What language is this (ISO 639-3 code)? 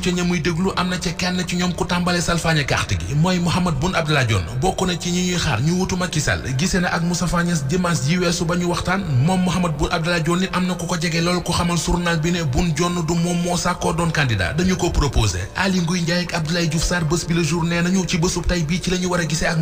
wol